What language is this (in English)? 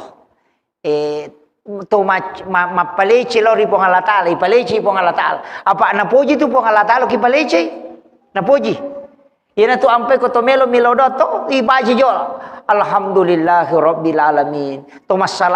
Buginese